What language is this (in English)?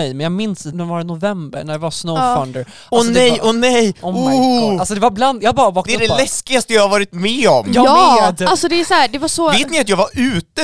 Swedish